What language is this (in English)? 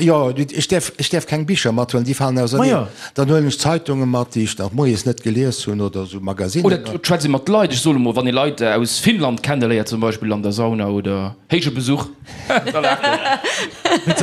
Luxembourgish